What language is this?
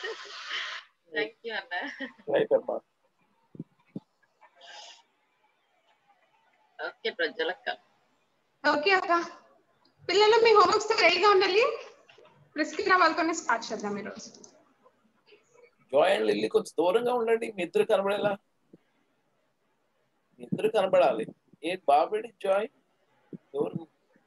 Telugu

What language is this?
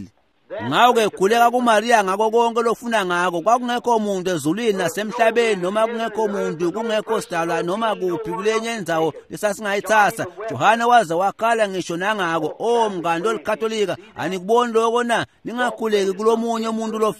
Swati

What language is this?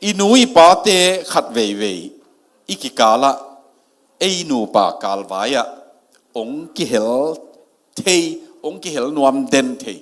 Tedim Chin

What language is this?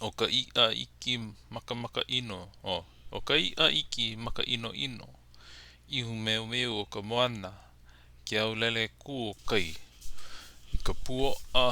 Hawaiian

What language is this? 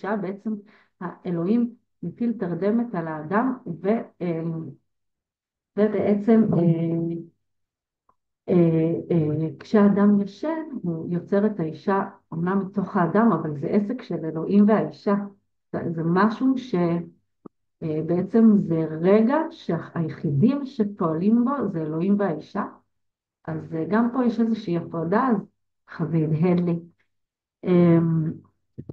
Hebrew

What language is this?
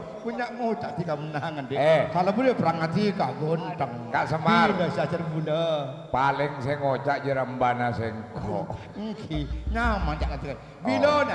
Madurese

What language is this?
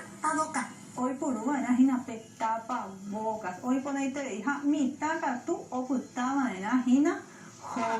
Guarani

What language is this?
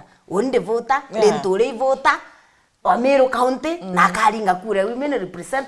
Meru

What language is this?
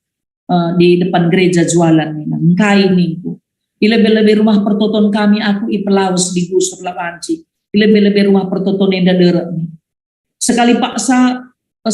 Batak Karo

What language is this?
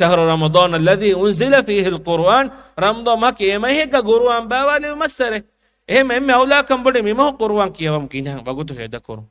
Divehi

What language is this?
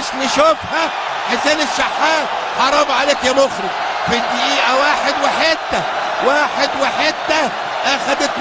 Egyptian Arabic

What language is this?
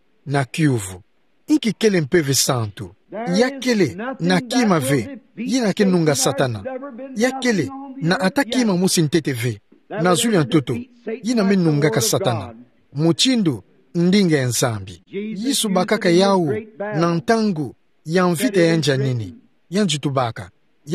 Kituba (Democratic Republic of Congo)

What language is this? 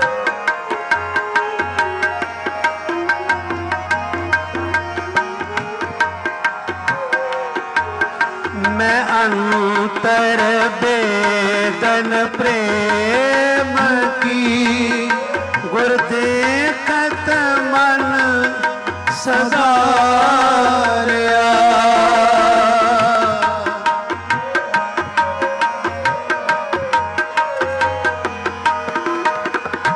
Punjabi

